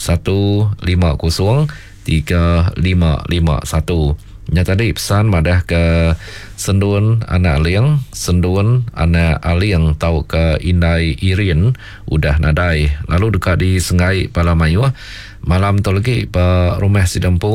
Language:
Iban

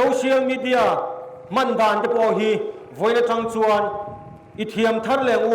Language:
Mizo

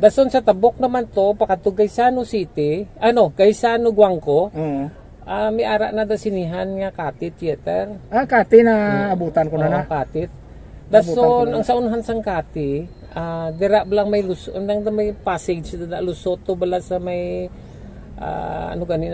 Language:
Hiligaynon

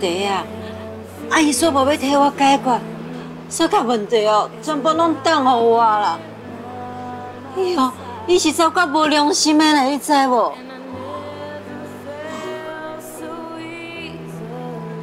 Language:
Min Nan Chinese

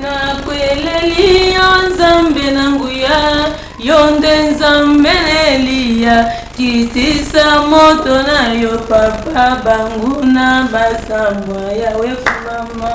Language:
Lingala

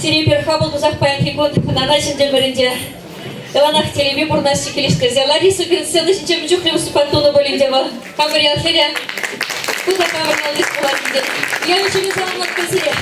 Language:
Chuvash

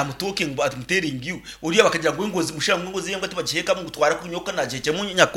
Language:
Nyankole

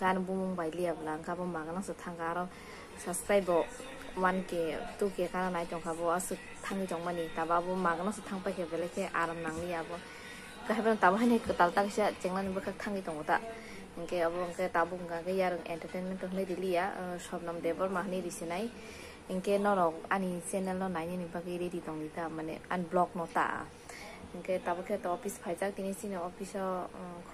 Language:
Kok Borok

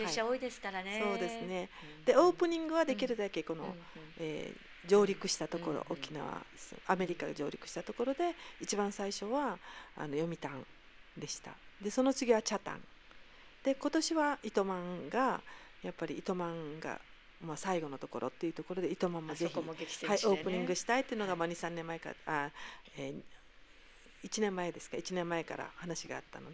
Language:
Japanese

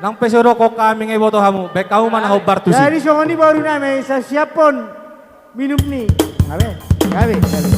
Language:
Batak Toba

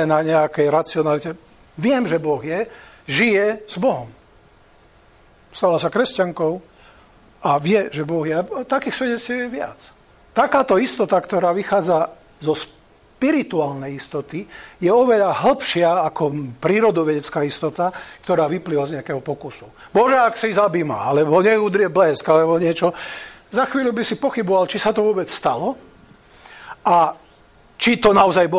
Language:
Slovak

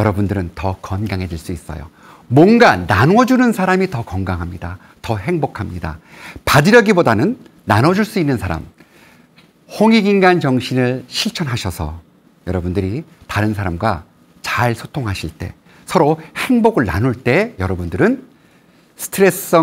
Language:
Korean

